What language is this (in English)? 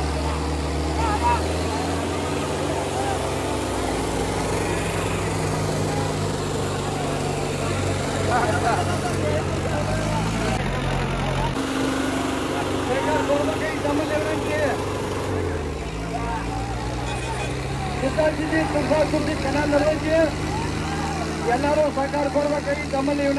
Kannada